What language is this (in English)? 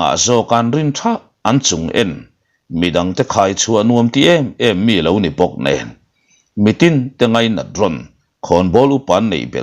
Mizo